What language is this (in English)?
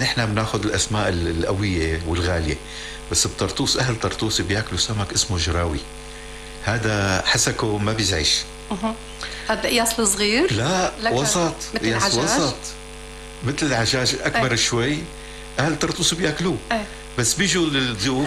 North Levantine Arabic